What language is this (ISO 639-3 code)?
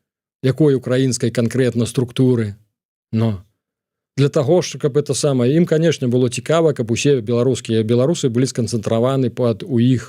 bel